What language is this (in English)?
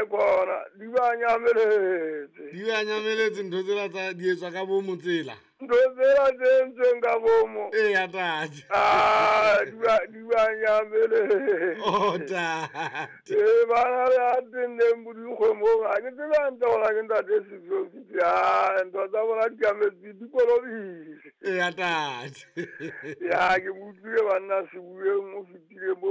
Southern Sotho